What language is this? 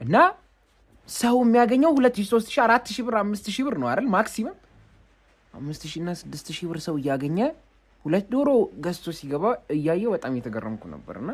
Amharic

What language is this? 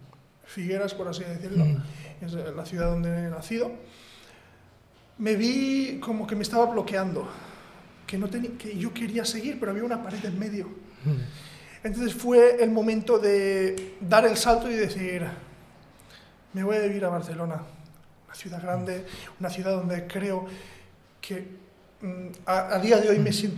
Spanish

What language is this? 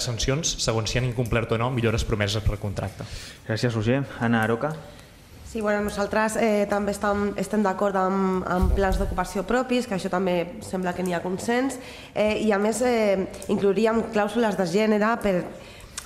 Catalan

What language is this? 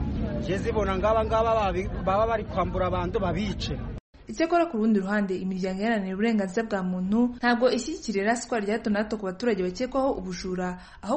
Kinyarwanda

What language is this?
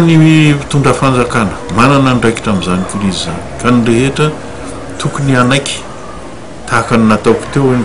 Malagasy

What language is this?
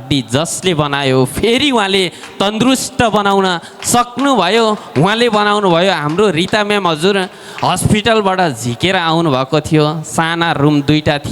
Nepali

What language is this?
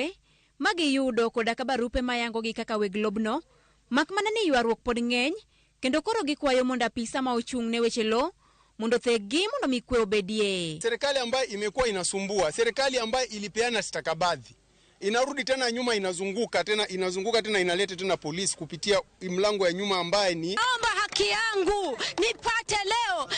Luo (Kenya and Tanzania)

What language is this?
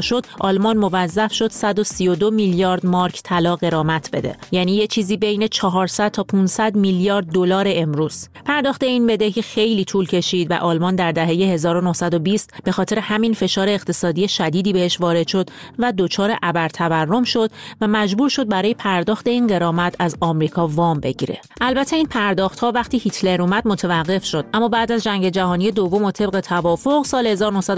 Persian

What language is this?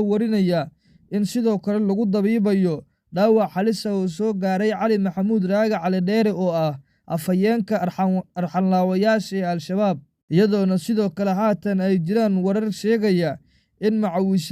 Somali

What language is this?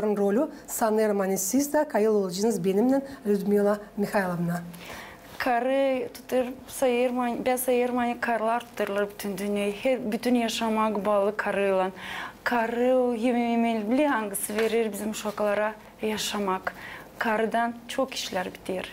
Gagauz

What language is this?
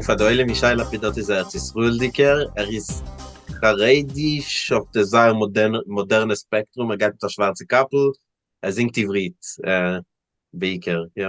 Yiddish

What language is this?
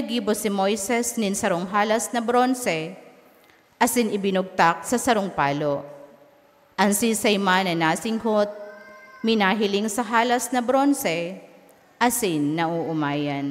Bikol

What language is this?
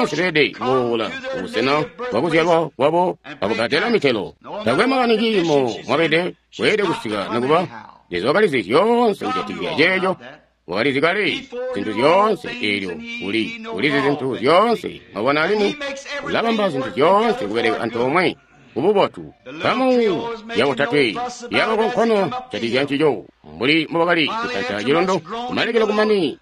Tonga (Zambia)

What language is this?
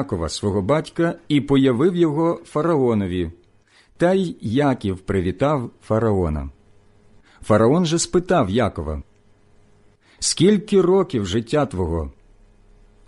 Ukrainian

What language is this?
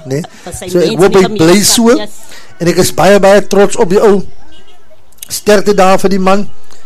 Afrikaans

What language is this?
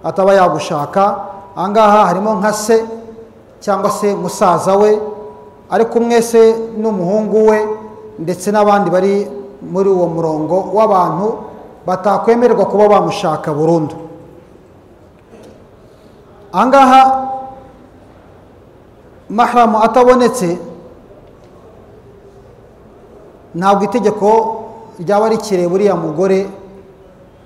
Kinyarwanda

